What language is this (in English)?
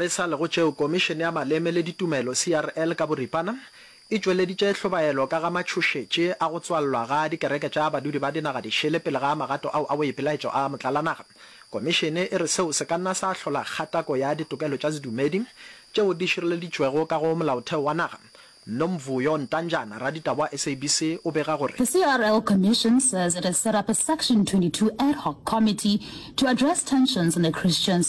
Northern Sotho